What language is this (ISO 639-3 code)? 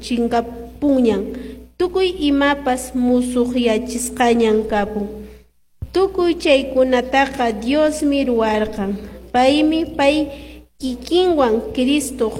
que